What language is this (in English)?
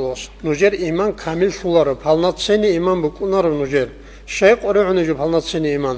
Avaric